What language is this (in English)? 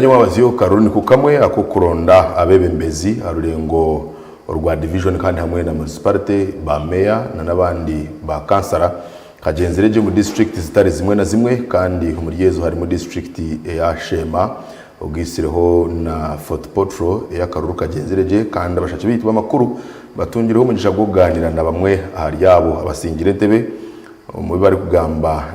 Nyankole